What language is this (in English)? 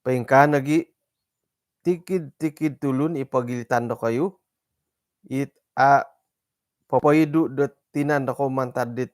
Central Dusun